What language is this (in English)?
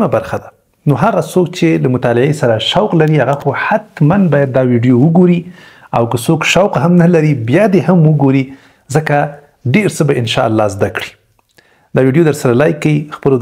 Pashto